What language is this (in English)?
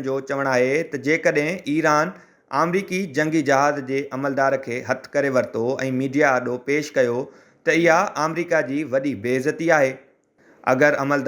Sindhi